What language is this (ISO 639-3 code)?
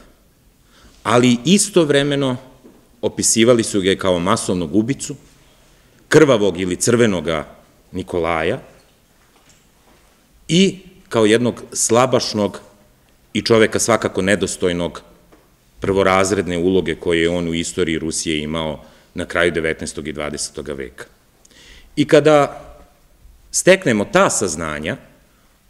srp